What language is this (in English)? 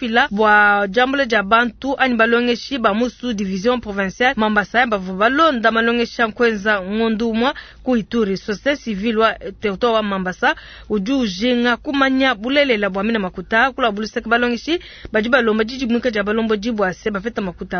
Luba-Lulua